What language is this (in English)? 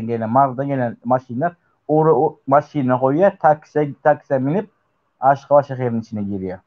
Turkmen